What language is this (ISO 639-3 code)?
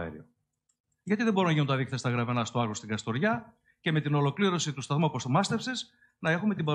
ell